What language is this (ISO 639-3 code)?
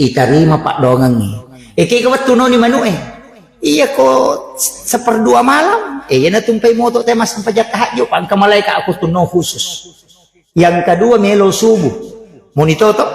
bug